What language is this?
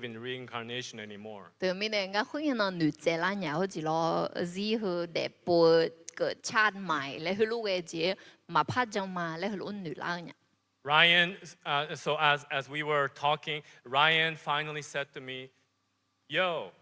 Akha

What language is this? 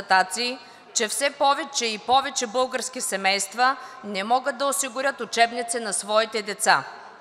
Bulgarian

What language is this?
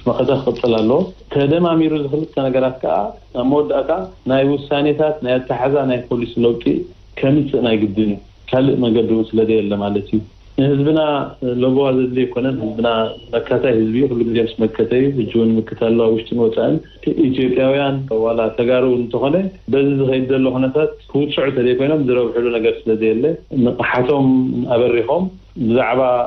Tigrinya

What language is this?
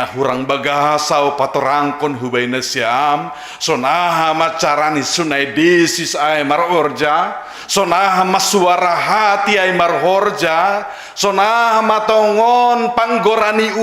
Batak Simalungun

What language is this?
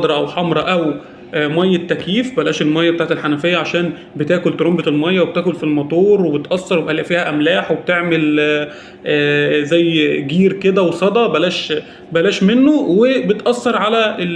Egyptian Arabic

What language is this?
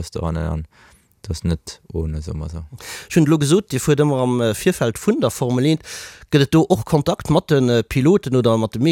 Luxembourgish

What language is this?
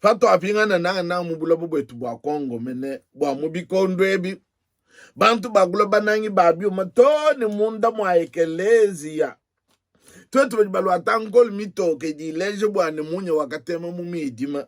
Luba-Lulua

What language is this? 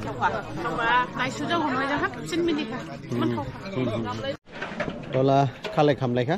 Dimasa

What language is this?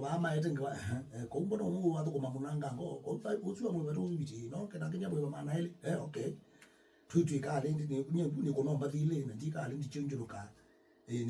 Kamba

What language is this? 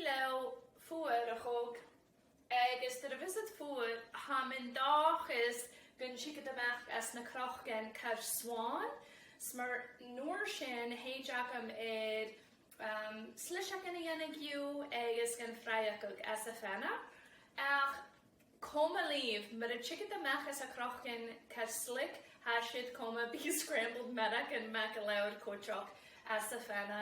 Scottish Gaelic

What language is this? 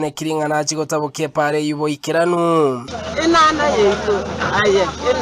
Gusii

